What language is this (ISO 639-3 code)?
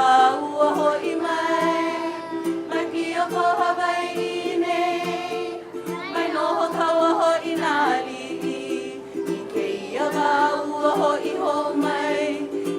haw